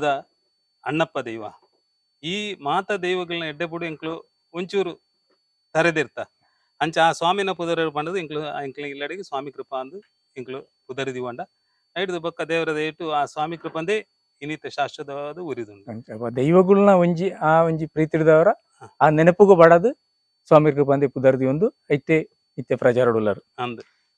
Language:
Tulu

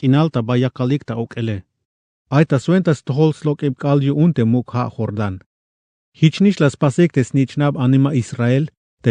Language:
Tzeltal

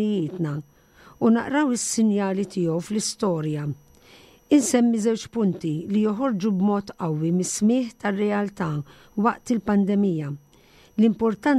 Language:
Maltese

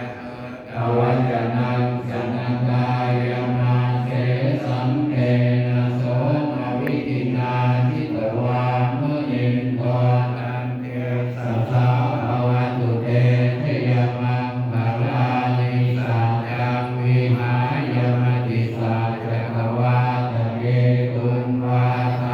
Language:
Pali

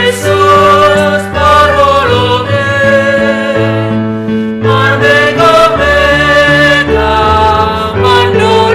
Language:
Batak Simalungun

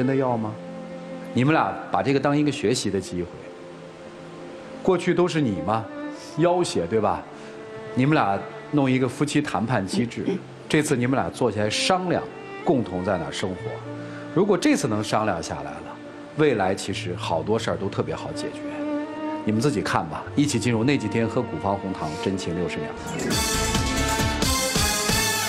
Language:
Chinese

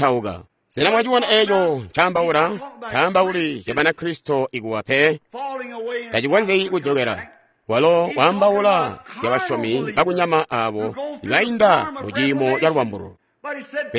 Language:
Tonga (Zambia)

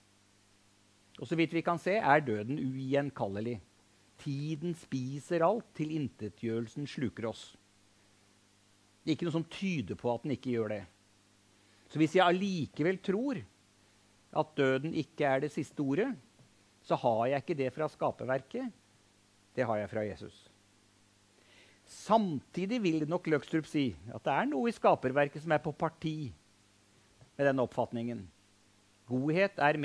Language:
Norwegian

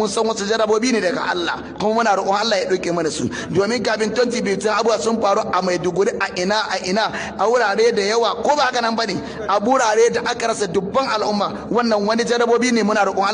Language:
Hausa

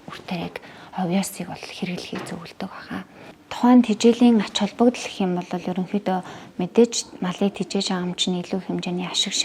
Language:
Mongolian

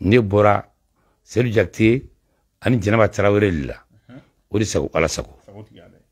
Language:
Bambara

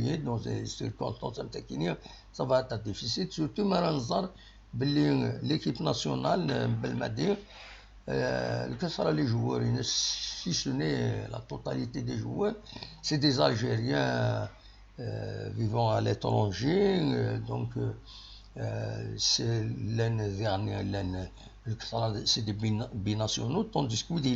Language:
Kabyle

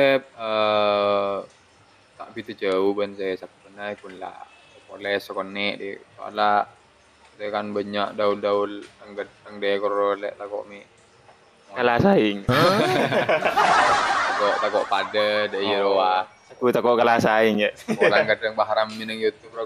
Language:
Madurese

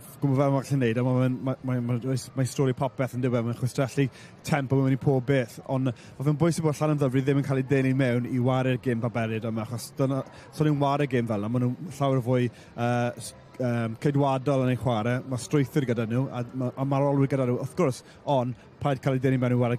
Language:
Welsh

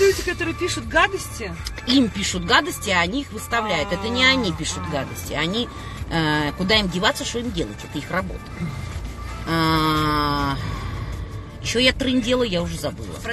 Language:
Russian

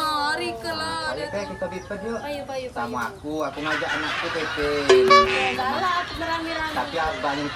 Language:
Musi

